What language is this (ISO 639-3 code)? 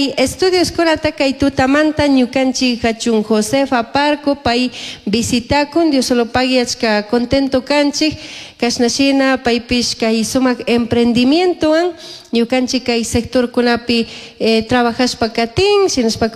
qug